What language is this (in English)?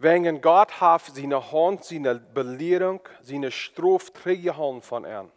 Plautdietsch